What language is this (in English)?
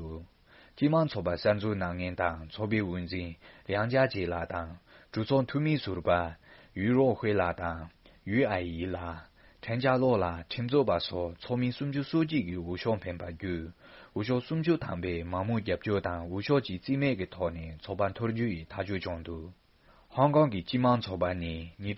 Tibetan